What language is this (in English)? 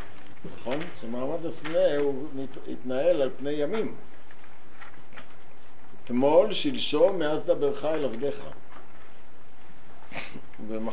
Hebrew